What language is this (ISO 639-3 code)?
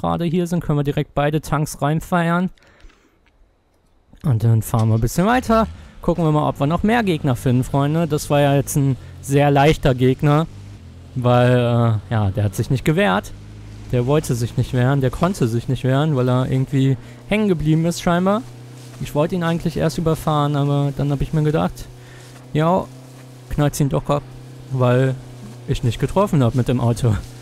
deu